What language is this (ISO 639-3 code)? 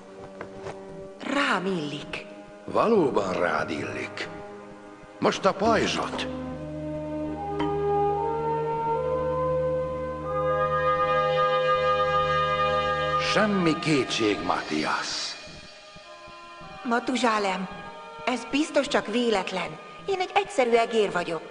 hun